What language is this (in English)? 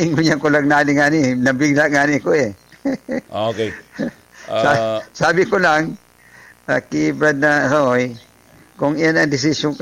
Bikol